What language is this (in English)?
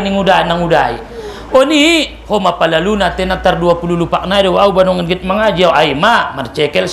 Batak Mandailing